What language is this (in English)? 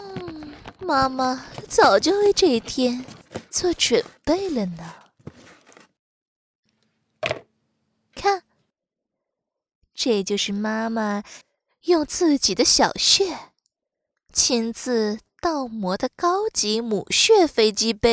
Chinese